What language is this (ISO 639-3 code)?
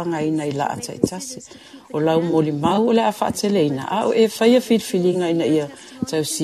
smo